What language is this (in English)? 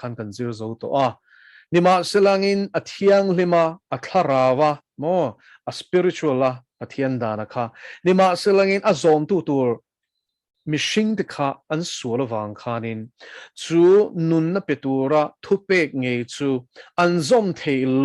Mizo